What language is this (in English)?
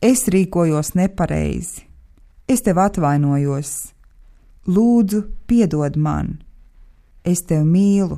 Latvian